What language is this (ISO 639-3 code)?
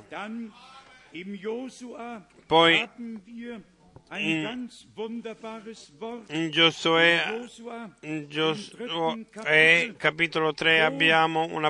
ita